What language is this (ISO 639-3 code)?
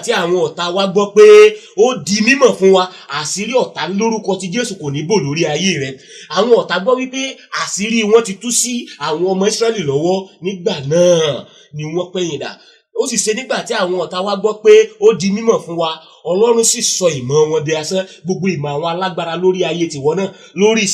yor